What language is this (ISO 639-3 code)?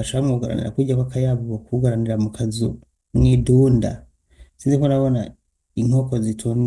run